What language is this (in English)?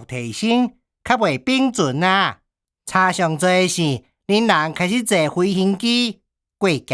Min Nan Chinese